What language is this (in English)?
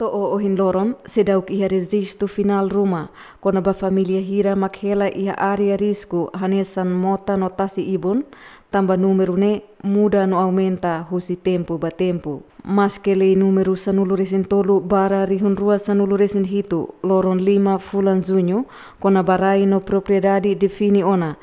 Tetum